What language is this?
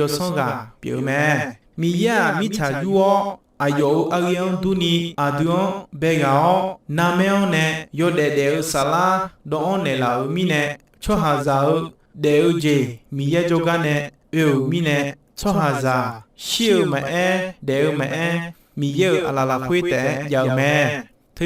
Akha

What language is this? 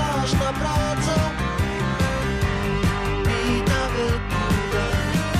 Slovak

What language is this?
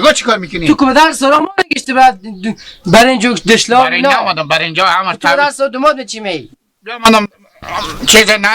Hazaragi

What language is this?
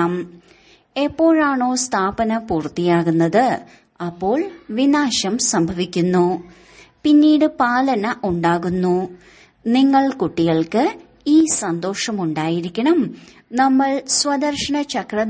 Malayalam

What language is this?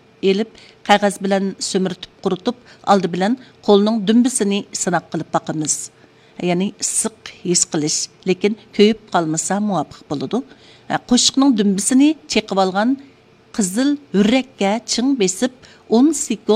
Uyghur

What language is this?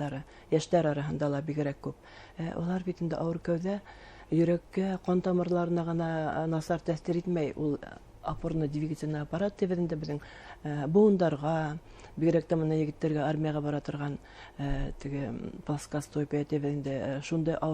Bashkir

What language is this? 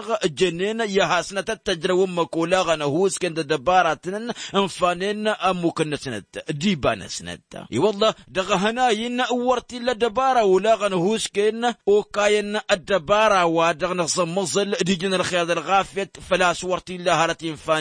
Tamasheq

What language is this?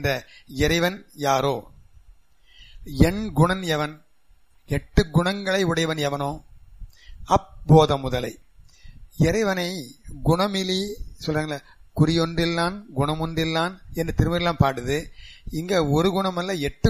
Tamil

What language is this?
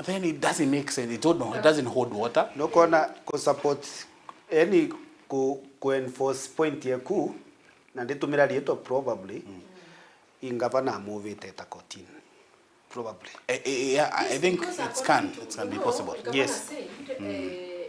Meru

